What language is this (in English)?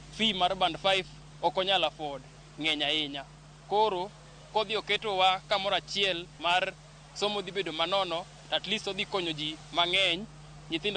Luo (Kenya and Tanzania)